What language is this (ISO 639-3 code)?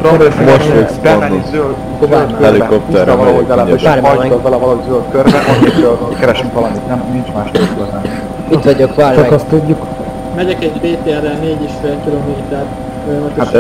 hun